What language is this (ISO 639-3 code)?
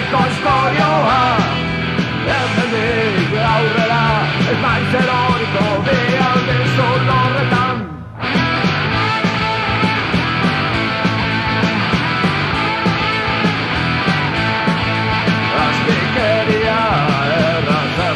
eus